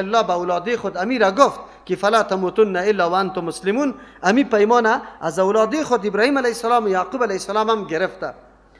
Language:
Persian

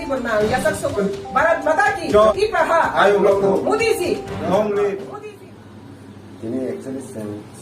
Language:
Kok Borok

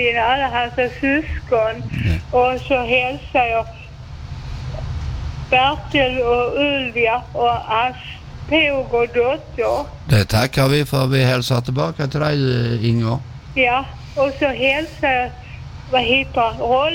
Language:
Swedish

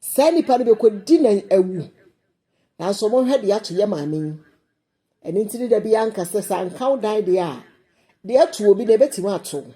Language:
Akan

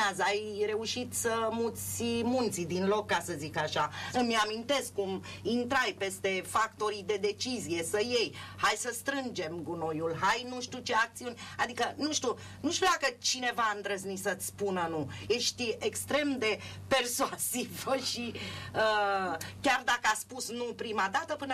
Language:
Romanian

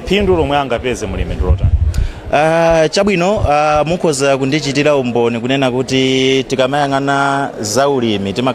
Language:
Nyanja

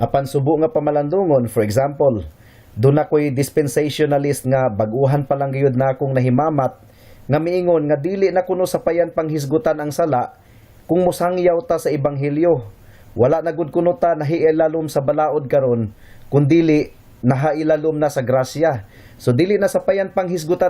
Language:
Cebuano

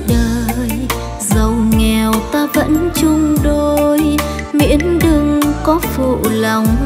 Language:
Vietnamese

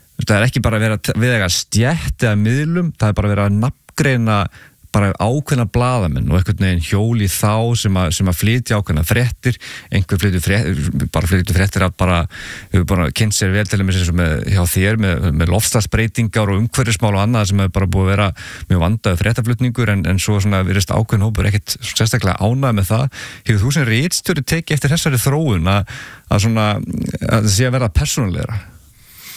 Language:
Icelandic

